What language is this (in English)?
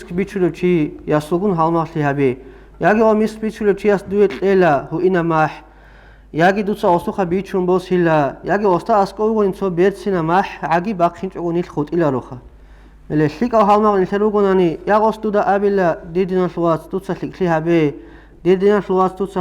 Avaric